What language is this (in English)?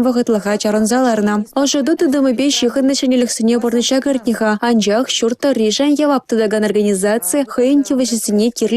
Chuvash